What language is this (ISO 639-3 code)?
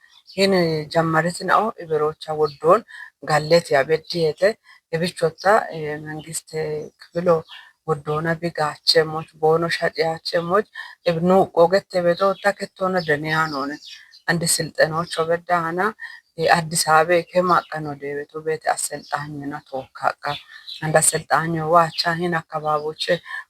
kbr